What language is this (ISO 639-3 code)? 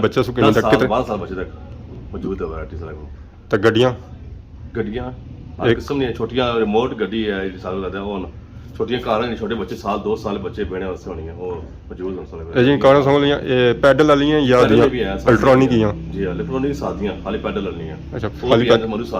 phr